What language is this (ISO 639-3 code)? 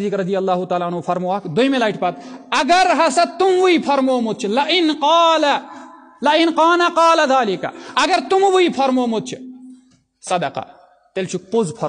kas